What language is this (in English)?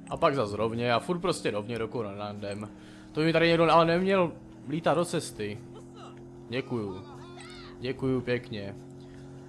Czech